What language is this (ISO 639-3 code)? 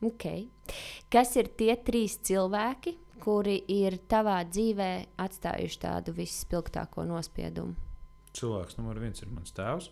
lav